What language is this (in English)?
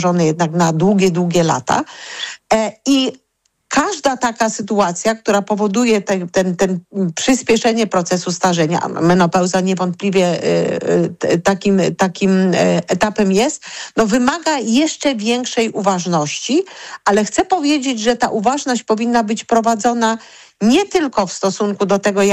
Polish